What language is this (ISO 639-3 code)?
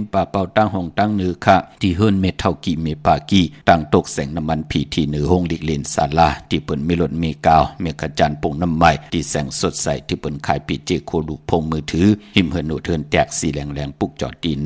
shn